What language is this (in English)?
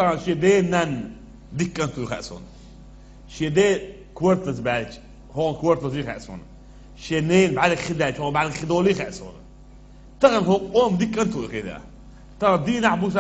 Chechen